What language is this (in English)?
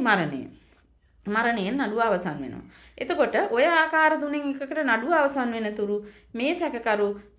Sinhala